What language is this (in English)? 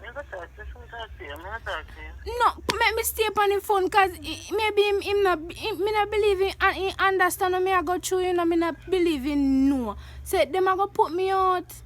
Jamaican Creole English